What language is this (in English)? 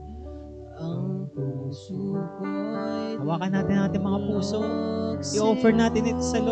Filipino